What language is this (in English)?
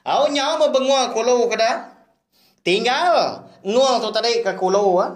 Iban